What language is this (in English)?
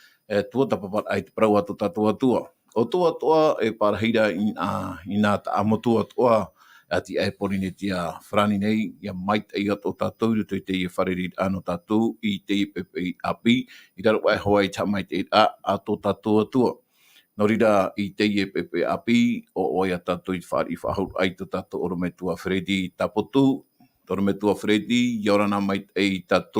Tahitian